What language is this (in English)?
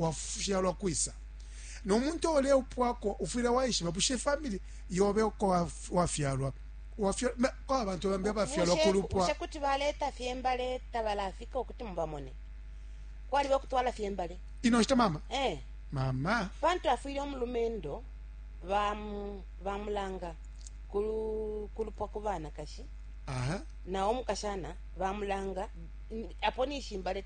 Bemba